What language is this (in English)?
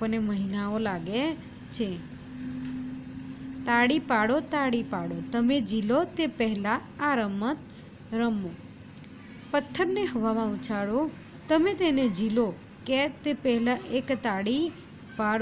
Gujarati